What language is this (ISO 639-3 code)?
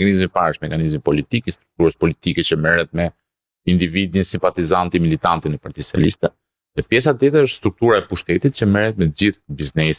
sqi